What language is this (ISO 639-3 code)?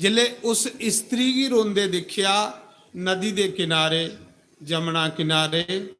doi